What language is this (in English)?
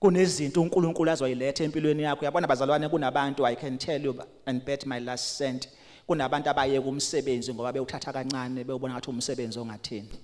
Zulu